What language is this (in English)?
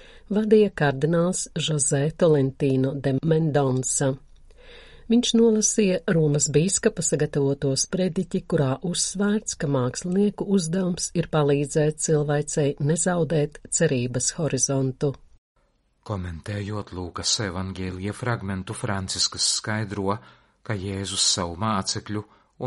Latvian